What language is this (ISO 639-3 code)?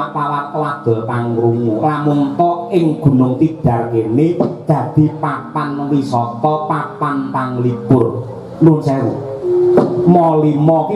jav